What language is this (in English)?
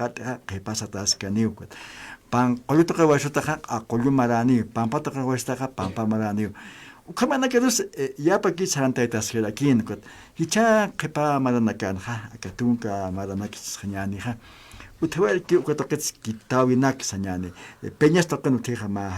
Aymara